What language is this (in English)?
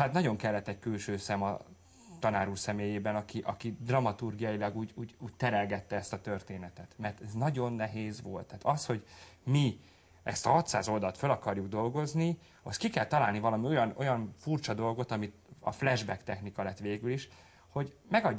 Hungarian